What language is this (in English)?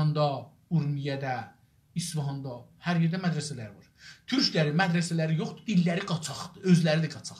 South Azerbaijani